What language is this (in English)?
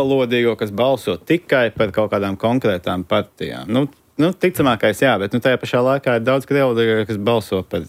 Latvian